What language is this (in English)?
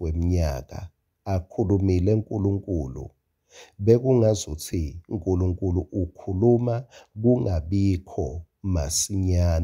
Swati